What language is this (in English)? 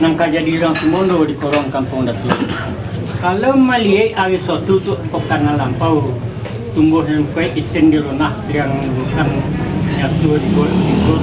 Minangkabau